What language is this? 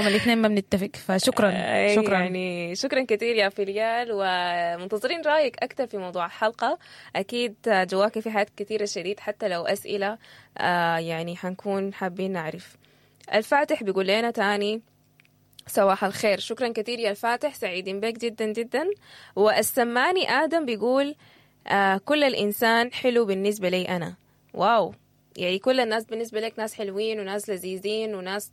Sudanese Arabic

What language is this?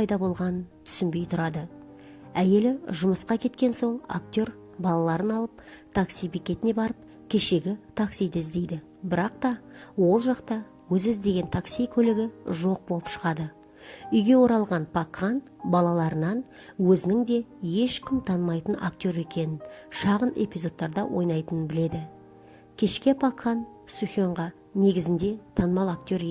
Kazakh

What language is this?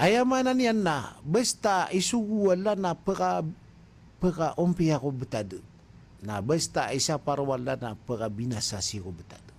Maranao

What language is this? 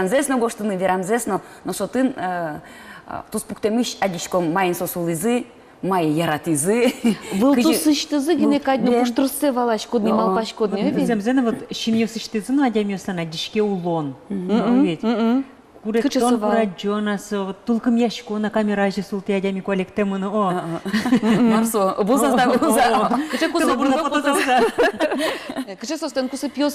Udmurt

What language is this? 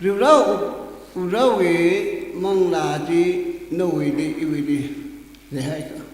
Tangkhul Naga (India)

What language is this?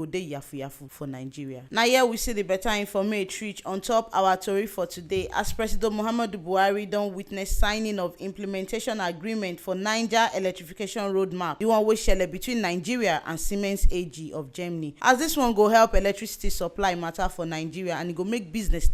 Nigerian Pidgin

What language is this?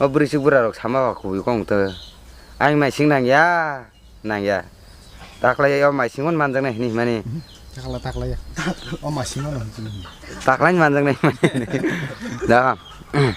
Kok Borok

